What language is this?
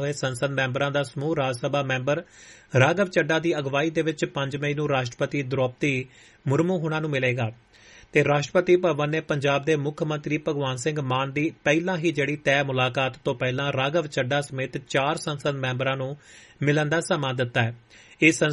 Punjabi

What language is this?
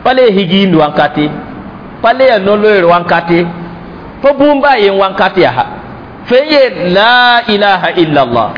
Mossi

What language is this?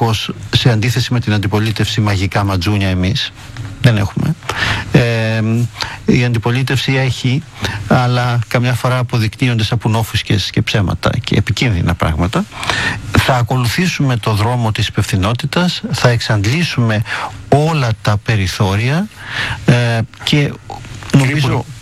Greek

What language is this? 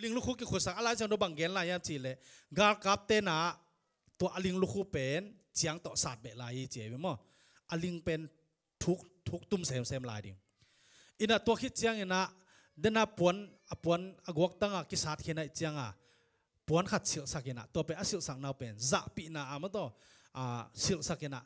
Tedim Chin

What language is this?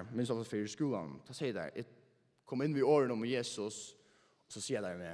Faroese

